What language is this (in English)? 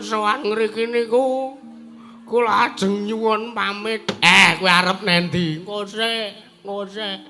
Javanese